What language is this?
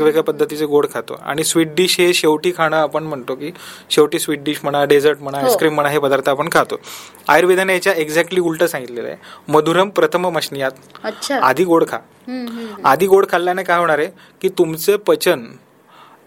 Marathi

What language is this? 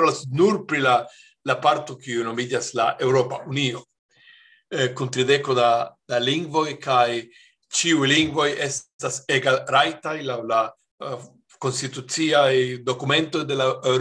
Esperanto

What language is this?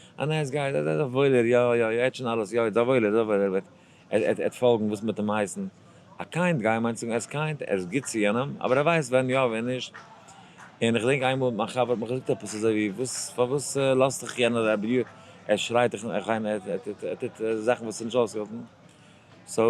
Yiddish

